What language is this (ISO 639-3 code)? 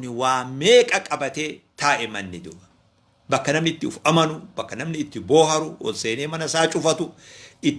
orm